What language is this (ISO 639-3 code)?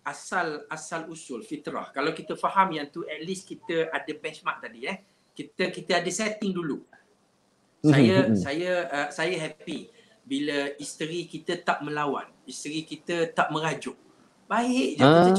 msa